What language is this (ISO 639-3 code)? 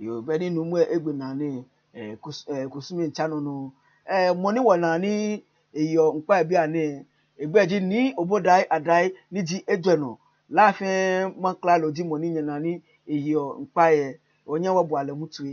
gaa